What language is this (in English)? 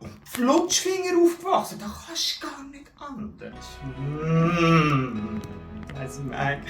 Swiss German